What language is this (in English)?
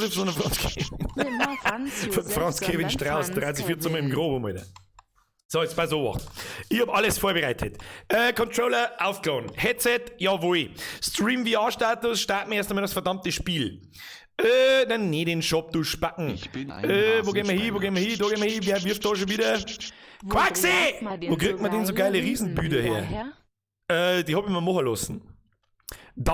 Bavarian